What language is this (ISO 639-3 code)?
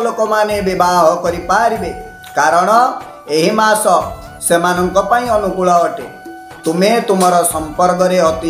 ori